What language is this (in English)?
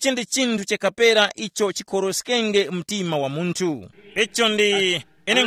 Tumbuka